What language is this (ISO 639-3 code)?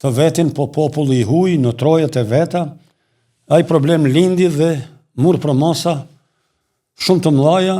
sqi